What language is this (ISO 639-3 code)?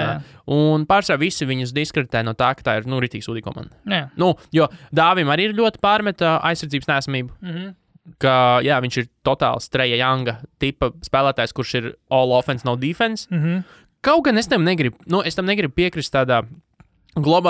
lav